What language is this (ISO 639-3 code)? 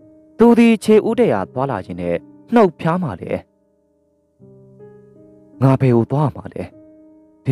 mya